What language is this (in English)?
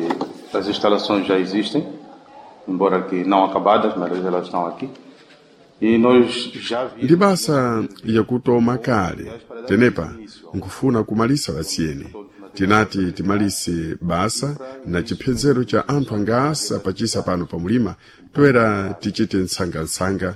Sena